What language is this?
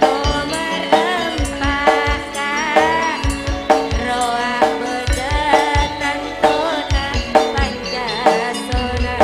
Madurese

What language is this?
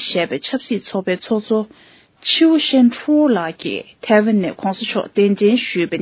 Tibetan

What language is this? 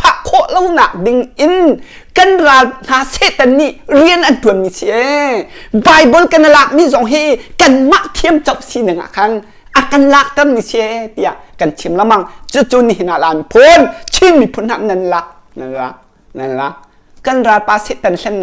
Hakha Chin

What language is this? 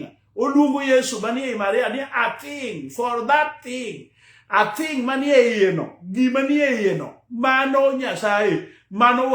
Luo (Kenya and Tanzania)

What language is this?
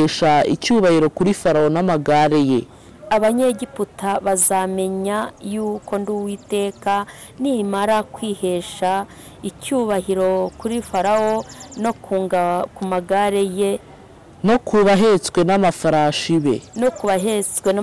Kinyarwanda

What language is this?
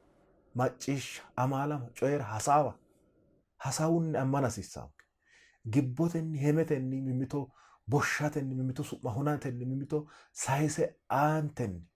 Sidamo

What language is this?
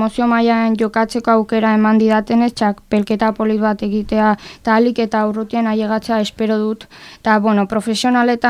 Basque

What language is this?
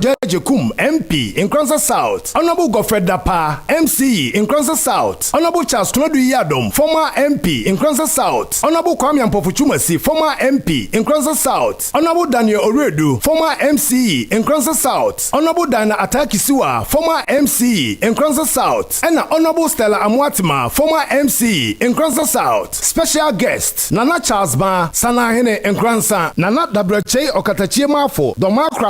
Akan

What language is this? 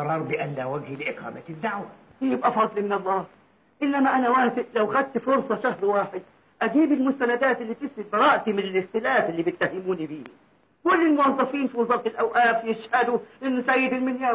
Egyptian Arabic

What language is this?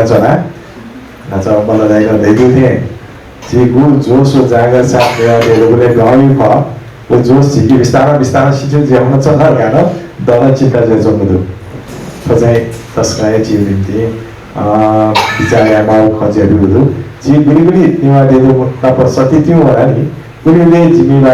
Newari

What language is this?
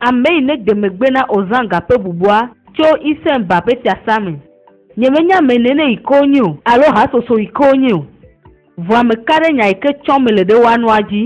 Ewe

